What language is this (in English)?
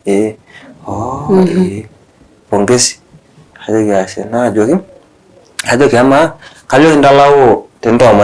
Masai